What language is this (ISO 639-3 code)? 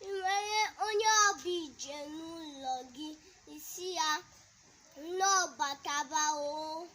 ibo